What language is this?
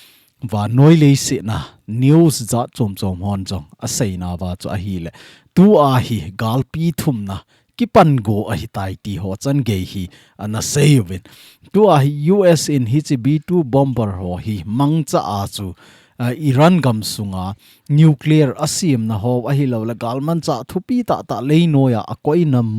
Thado Chin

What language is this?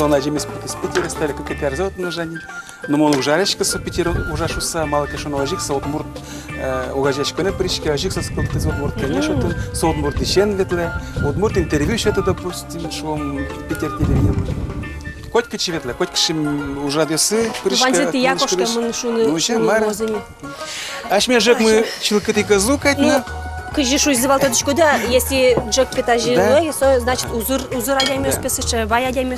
Udmurt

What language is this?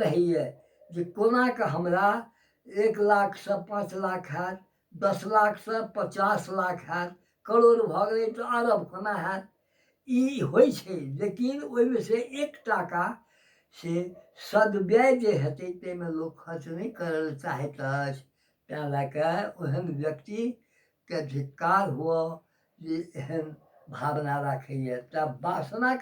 Maithili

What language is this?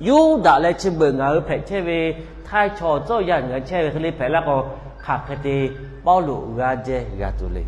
Lahu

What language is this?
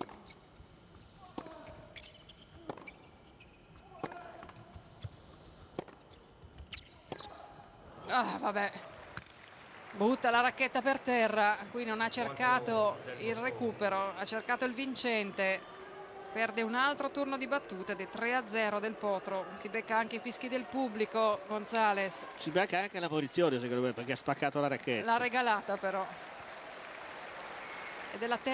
Italian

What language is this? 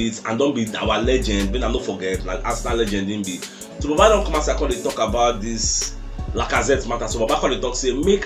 Nigerian Pidgin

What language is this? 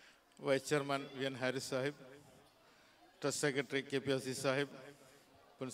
Malayalam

